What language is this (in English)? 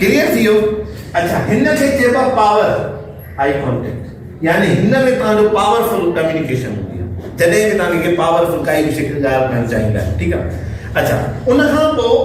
Sindhi